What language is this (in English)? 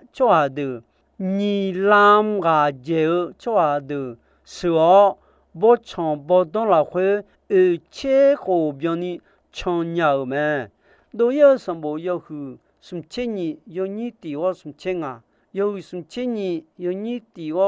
Akha